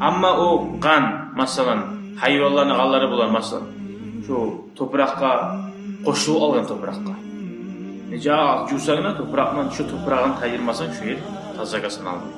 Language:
Kumyk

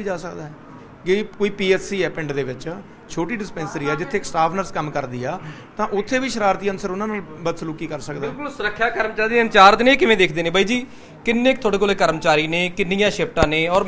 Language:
Punjabi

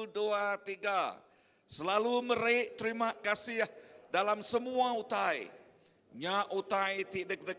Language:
Iban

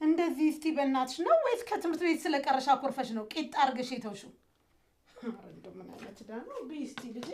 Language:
Amharic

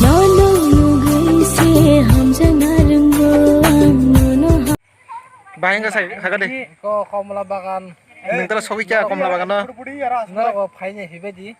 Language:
Kok Borok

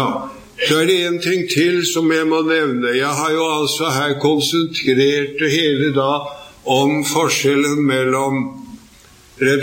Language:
Norwegian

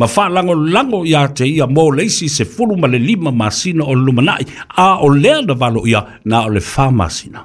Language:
Samoan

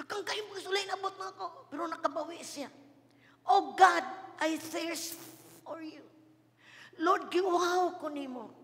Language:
Cebuano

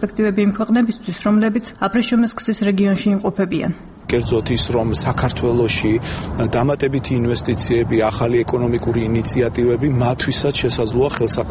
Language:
Georgian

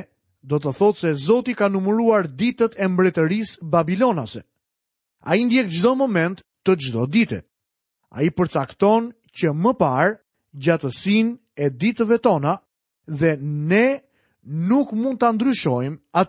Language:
Albanian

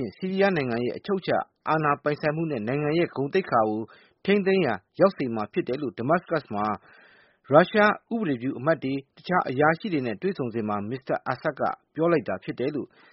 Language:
Burmese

